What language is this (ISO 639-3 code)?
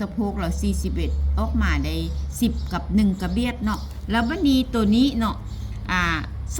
lao